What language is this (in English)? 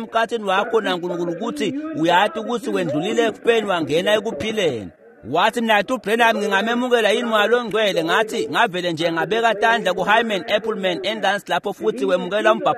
Swati